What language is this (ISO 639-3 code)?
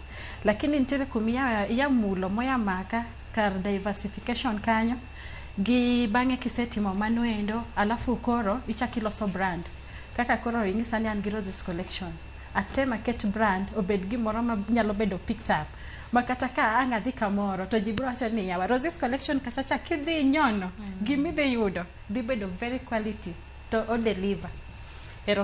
luo